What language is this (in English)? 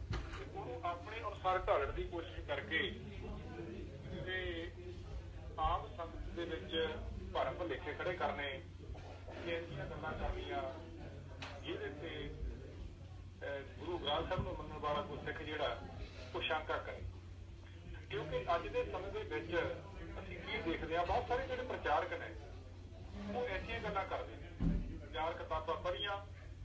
Punjabi